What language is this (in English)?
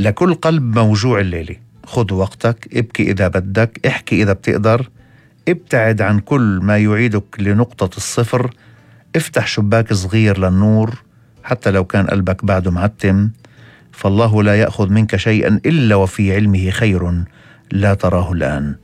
North Levantine Arabic